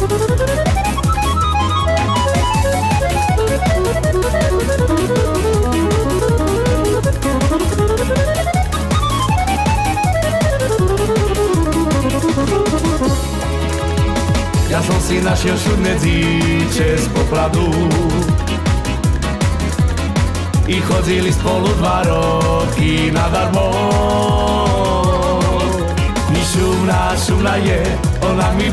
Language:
Slovak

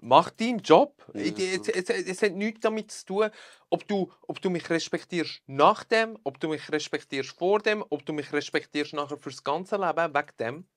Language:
Swiss German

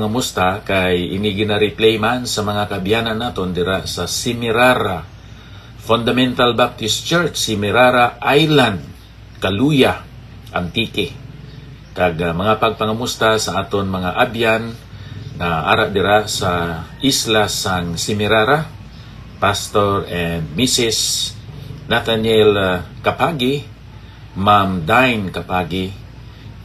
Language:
Hiligaynon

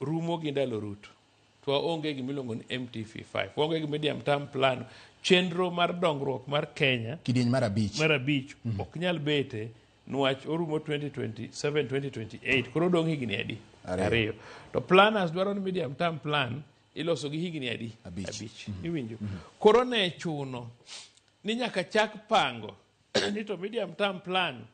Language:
Luo (Kenya and Tanzania)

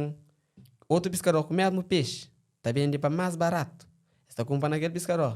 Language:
Kabuverdianu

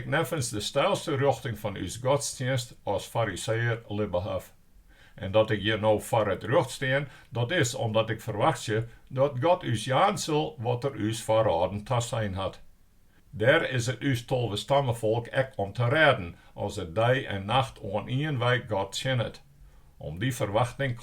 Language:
Western Frisian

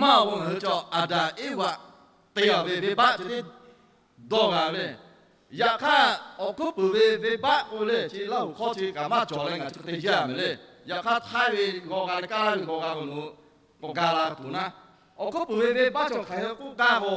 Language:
Lahu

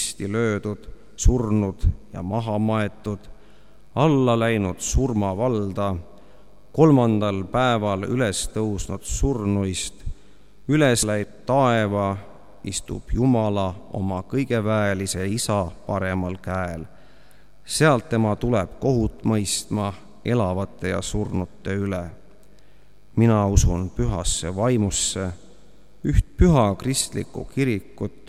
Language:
Estonian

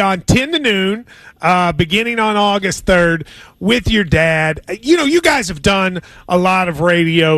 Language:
English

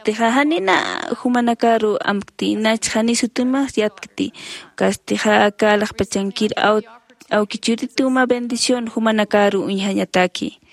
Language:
Aymara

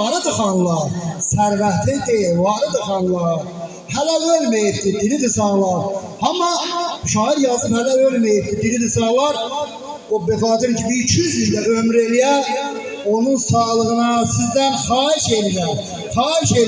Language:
South Azerbaijani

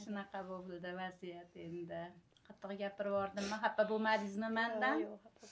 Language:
Uzbek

